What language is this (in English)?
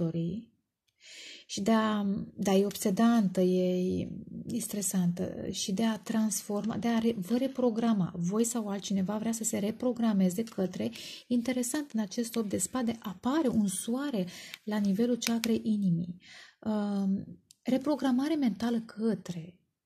Romanian